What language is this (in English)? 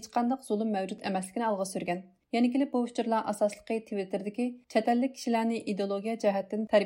Uyghur